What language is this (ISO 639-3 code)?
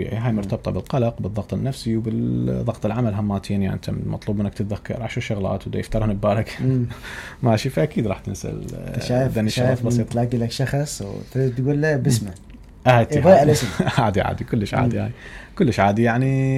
acm